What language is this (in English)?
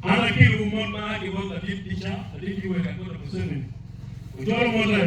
Acoli